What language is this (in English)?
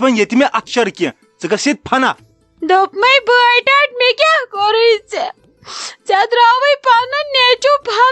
Kashmiri